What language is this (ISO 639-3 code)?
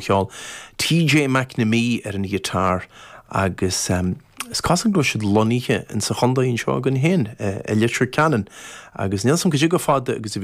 gle